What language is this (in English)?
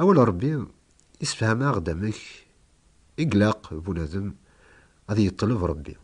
Kabyle